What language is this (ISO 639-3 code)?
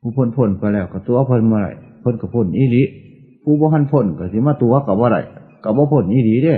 tts